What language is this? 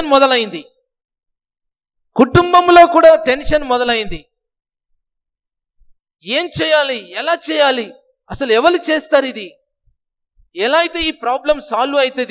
Telugu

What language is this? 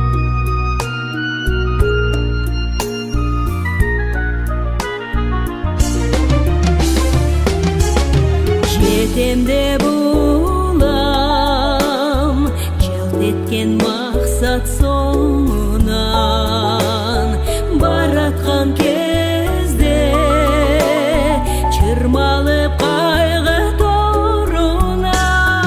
Kazakh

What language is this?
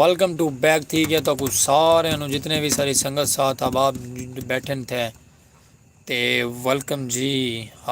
Saraiki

